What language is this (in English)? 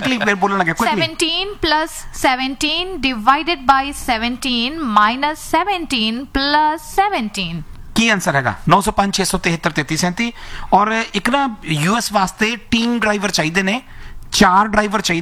Punjabi